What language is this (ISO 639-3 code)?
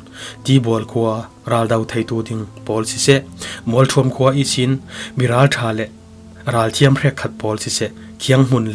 cfm